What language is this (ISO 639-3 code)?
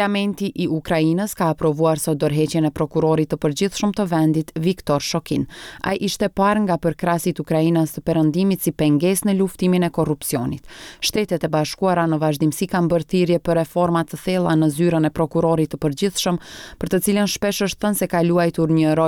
sqi